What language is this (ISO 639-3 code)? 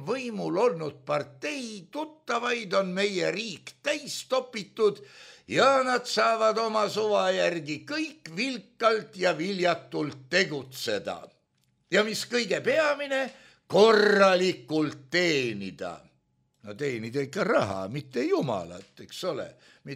est